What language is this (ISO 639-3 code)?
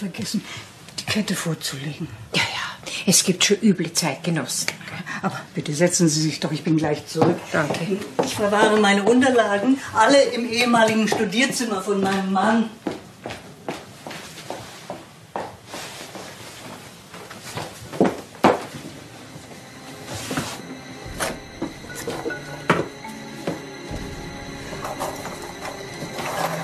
deu